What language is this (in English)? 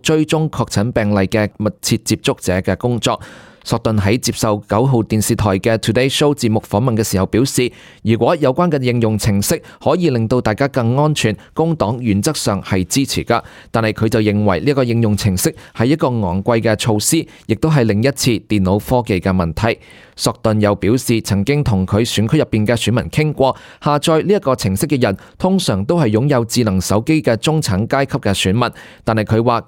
Cantonese